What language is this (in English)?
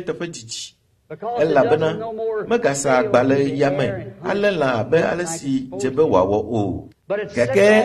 Ewe